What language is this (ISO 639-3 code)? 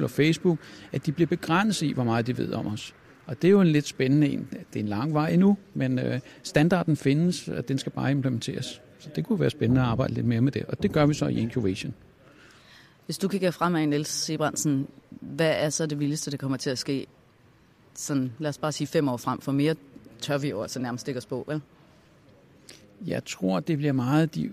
dan